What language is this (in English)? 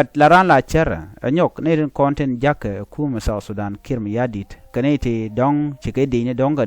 Nuer